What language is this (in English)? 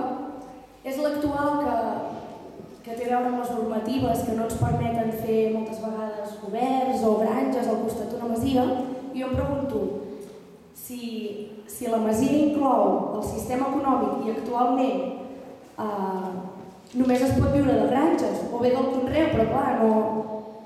Catalan